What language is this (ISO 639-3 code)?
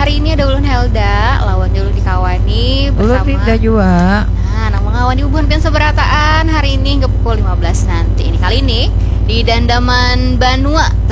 bjn